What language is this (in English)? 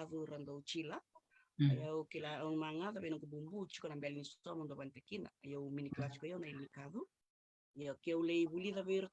Fijian